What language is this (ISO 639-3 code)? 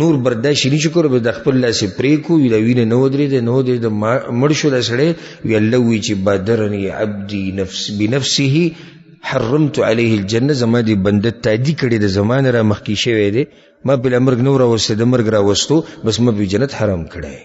pus